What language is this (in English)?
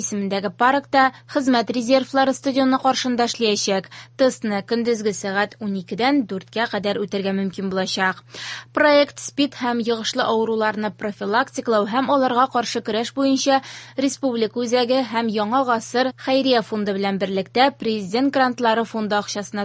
Tatar